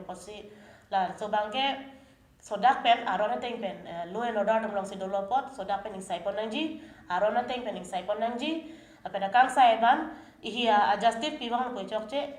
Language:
Karbi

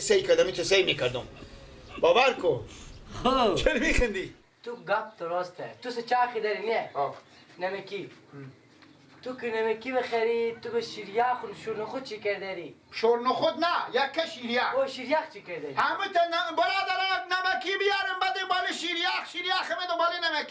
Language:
Persian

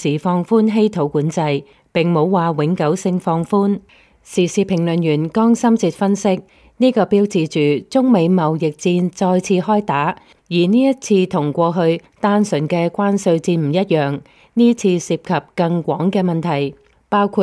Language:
Cantonese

